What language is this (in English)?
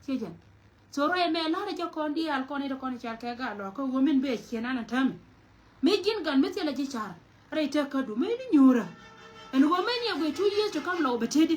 Nuer